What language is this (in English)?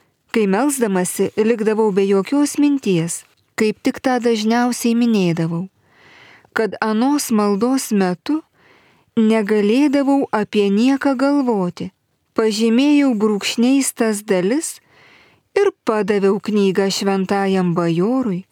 Lithuanian